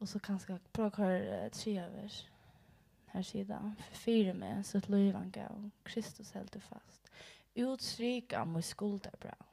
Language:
Faroese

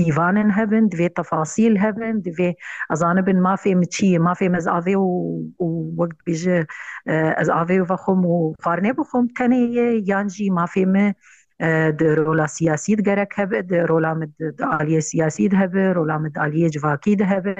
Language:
Kurdish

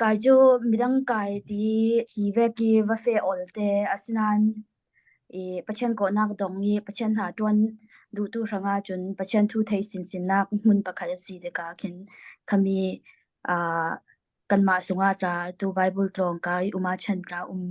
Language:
Falam Chin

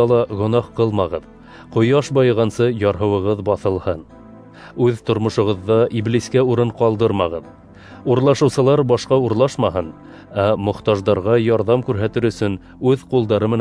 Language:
Bashkir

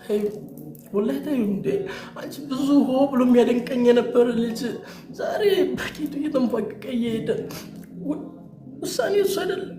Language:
Amharic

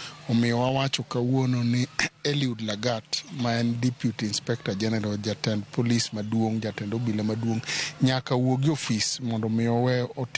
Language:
Luo (Kenya and Tanzania)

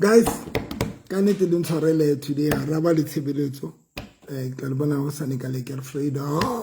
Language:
Southern Sotho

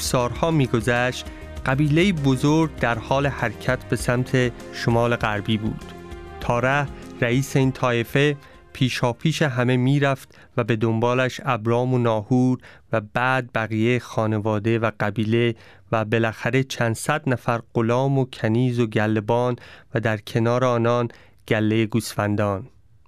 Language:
Persian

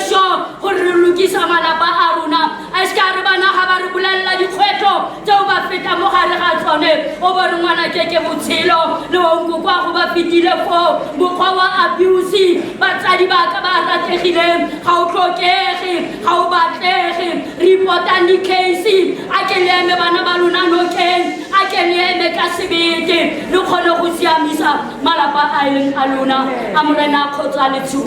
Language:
Tswana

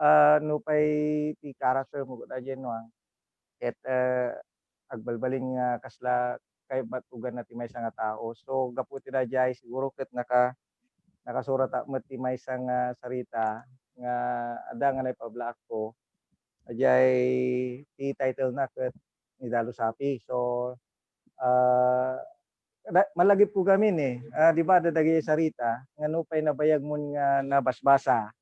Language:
Iloko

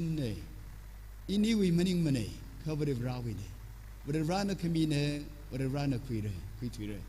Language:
Tangkhul Naga (India)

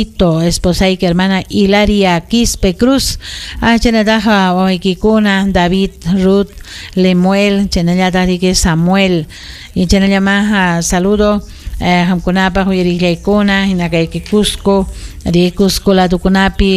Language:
Ayacucho Quechua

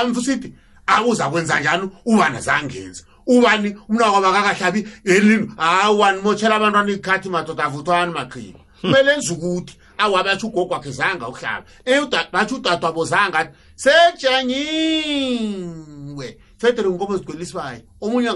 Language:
South Ndebele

